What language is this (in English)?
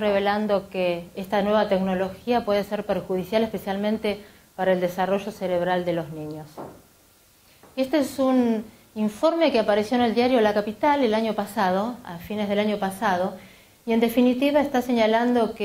Spanish